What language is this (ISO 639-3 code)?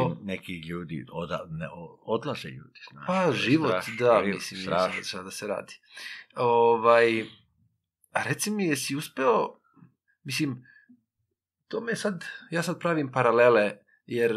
srp